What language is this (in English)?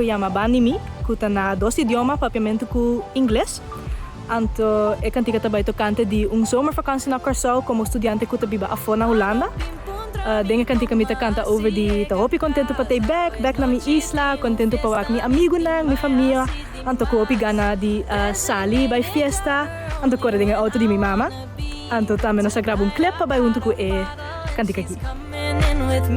Papiamento